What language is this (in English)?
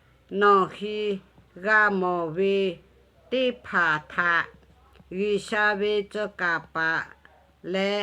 Lahu